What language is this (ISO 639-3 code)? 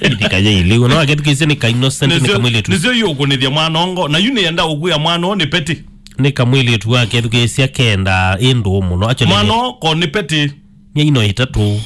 kam